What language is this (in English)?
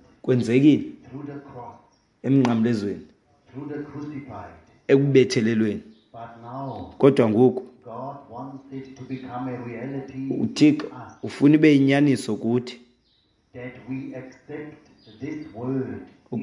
Xhosa